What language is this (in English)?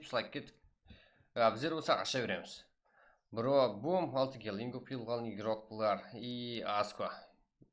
Kara-Kalpak